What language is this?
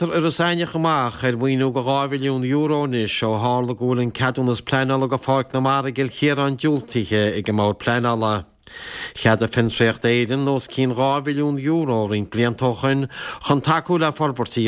Irish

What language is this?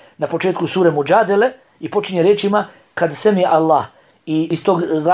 Bosnian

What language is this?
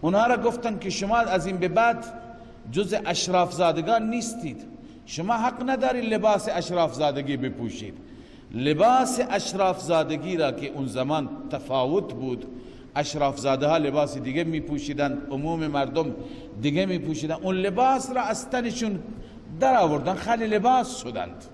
Persian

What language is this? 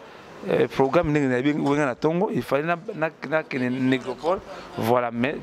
Lingala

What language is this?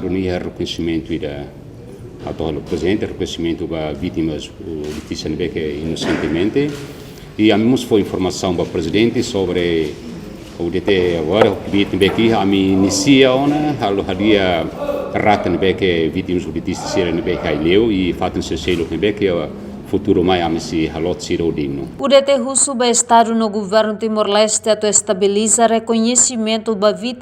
Tetum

